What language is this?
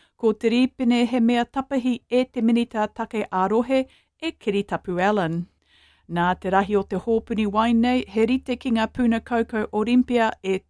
Māori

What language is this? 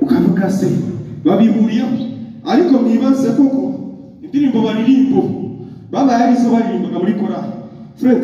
Kinyarwanda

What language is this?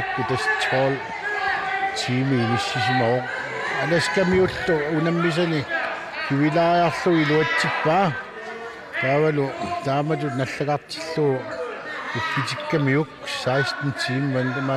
Kalaallisut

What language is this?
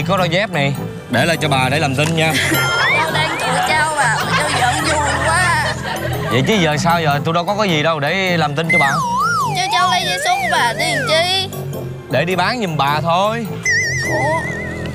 Vietnamese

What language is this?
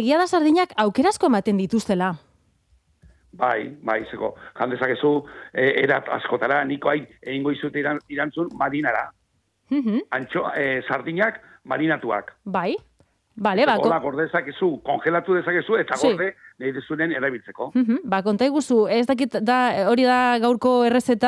Basque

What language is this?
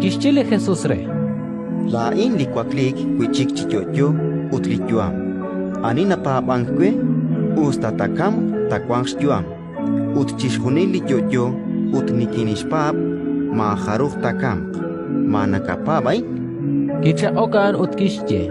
Kekchí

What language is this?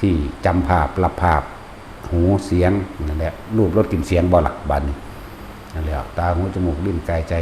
Northeastern Thai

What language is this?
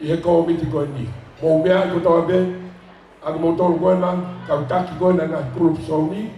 Tongan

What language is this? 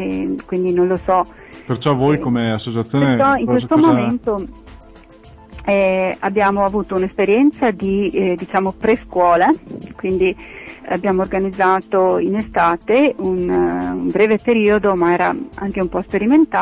Italian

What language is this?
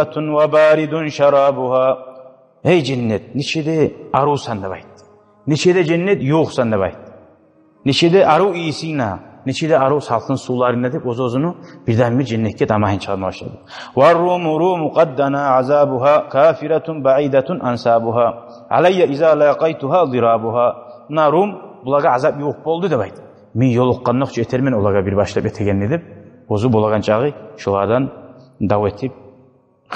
Kumyk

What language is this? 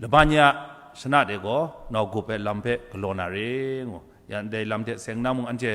Kachin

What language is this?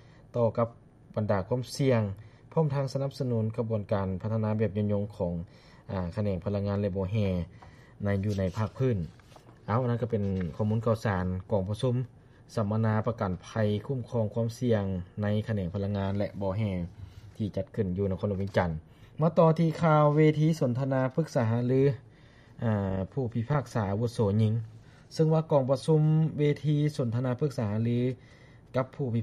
Lao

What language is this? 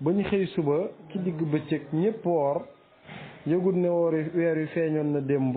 Wolof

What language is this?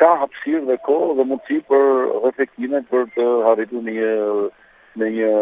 Albanian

